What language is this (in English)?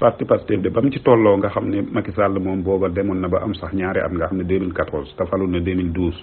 Wolof